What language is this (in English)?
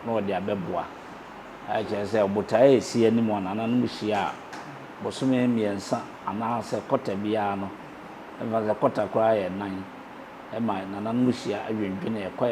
Akan